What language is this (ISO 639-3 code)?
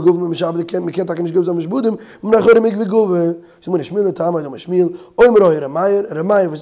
yid